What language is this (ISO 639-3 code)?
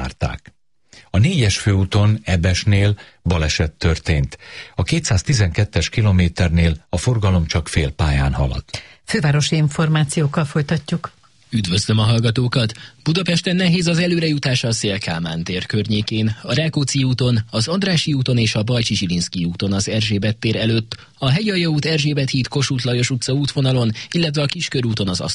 hun